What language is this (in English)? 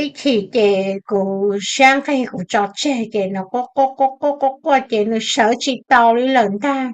Hmong